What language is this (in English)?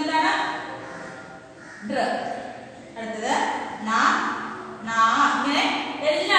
Malayalam